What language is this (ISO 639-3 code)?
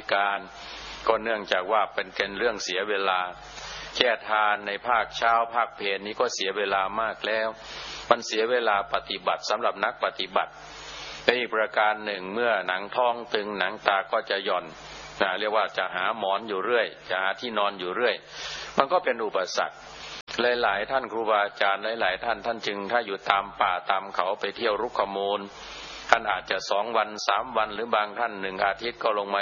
tha